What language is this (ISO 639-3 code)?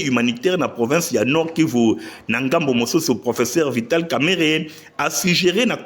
lin